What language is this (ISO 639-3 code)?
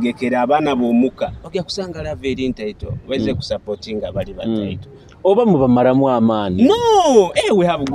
nyo